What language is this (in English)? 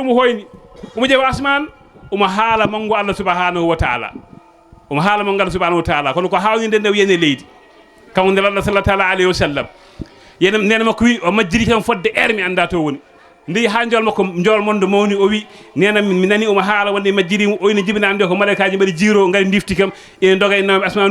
Fula